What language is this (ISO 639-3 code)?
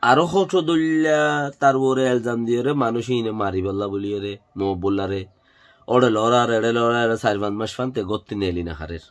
rhg